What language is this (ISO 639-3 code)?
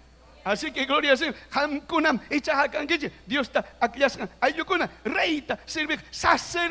quy